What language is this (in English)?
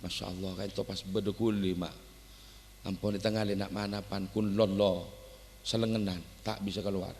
Madurese